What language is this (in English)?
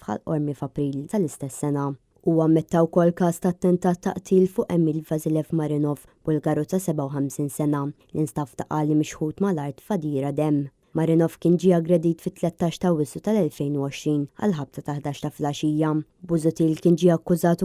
Maltese